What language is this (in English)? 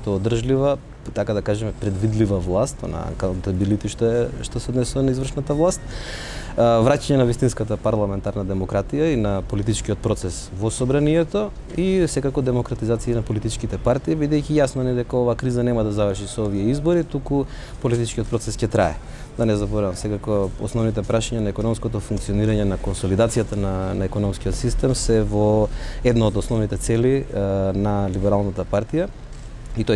Macedonian